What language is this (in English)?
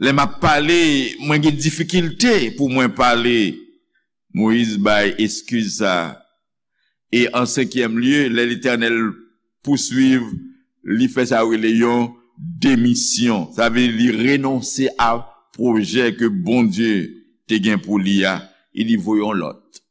Haitian Creole